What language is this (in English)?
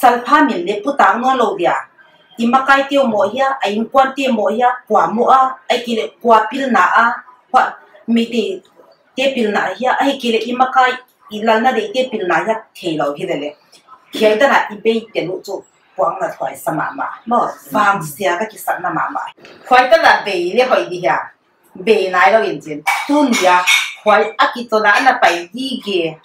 Paite Chin